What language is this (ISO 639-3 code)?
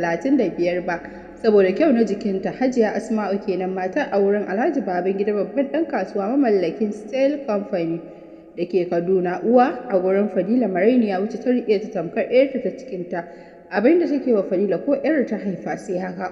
hau